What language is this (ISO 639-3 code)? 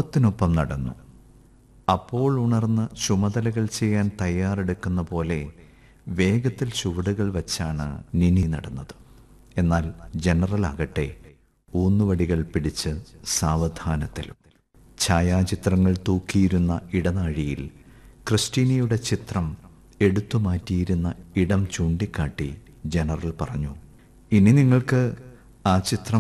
mal